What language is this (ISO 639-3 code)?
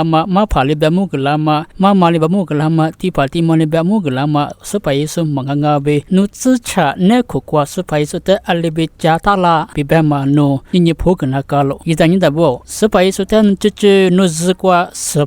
lis